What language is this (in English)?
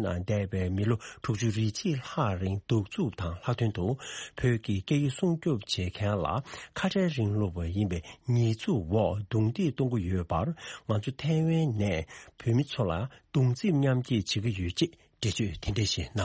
Tibetan